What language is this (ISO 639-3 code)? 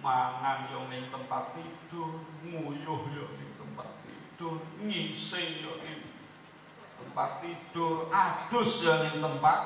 jav